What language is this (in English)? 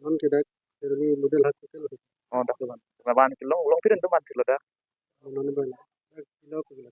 Karbi